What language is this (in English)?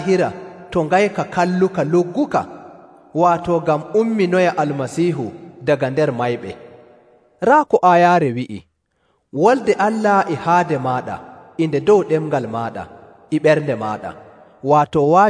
Nigerian Fulfulde